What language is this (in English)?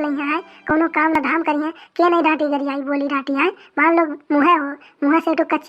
Awadhi